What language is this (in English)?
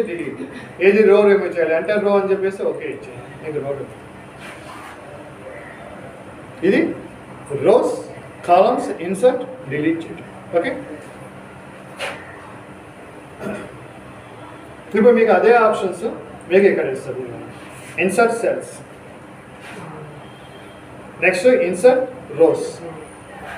Telugu